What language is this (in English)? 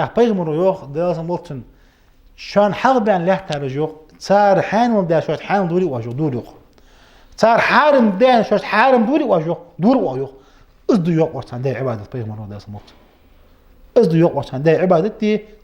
Ingush